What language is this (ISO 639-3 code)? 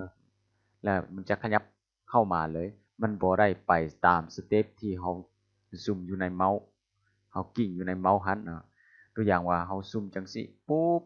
lao